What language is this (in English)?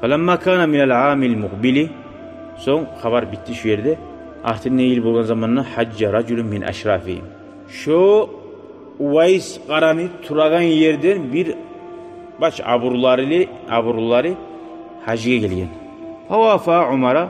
Kumyk